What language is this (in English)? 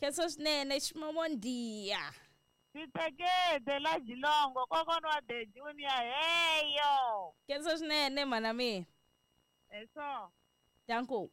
Tsonga